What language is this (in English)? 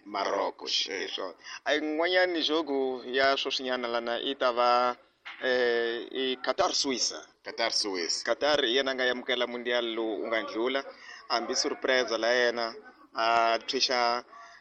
Tsonga